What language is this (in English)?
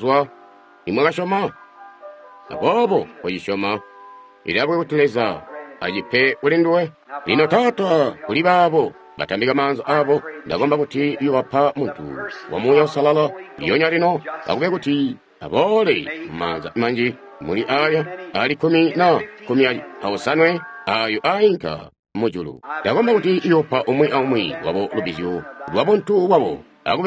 Tonga (Zambia)